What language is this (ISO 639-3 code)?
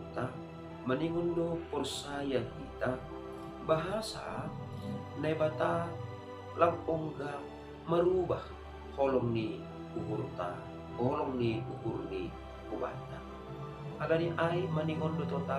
bts